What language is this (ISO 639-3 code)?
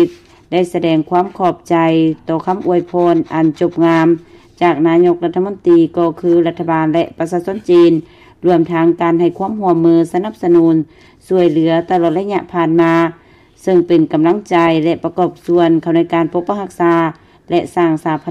lao